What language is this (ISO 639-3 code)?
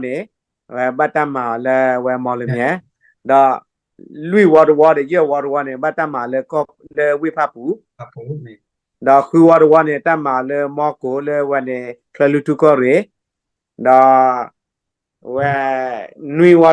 ksw